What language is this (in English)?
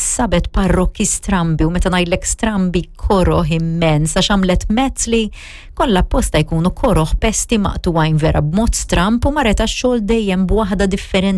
Maltese